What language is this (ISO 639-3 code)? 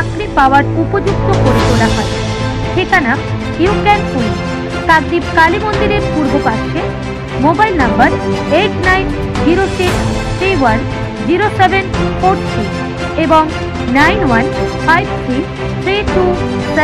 ben